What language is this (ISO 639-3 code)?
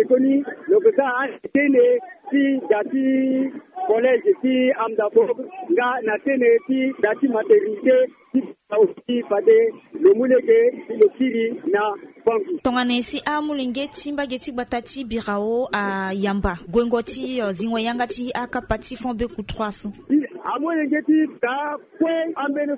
sag